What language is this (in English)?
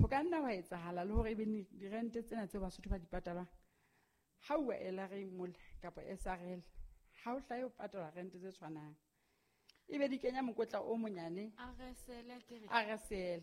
Southern Sotho